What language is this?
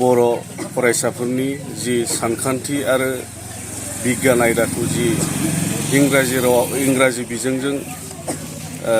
Bodo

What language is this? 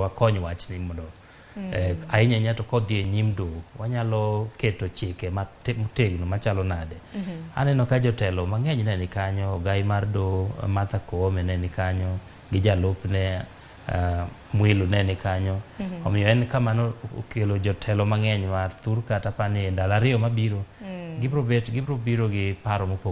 Luo (Kenya and Tanzania)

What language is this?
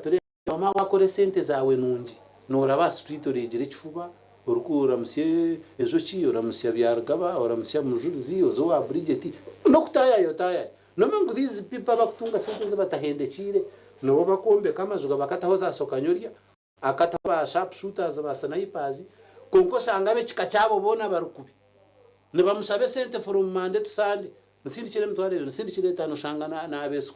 Nyankole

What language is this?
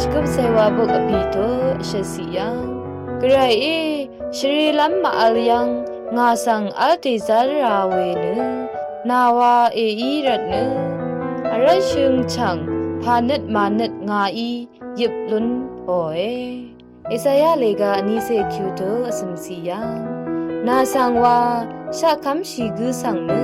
Rawang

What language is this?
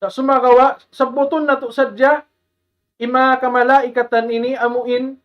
Tausug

